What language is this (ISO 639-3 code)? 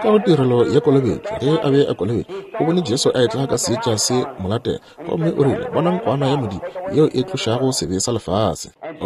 nso